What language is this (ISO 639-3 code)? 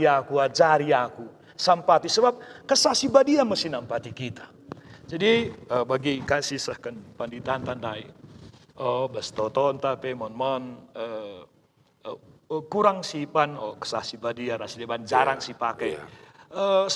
btx